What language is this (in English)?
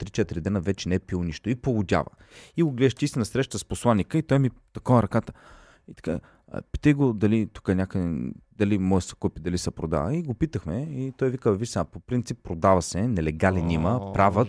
Bulgarian